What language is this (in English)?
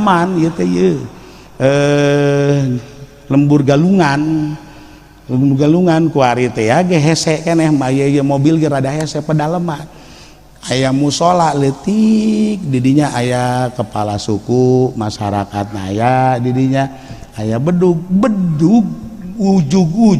Sundanese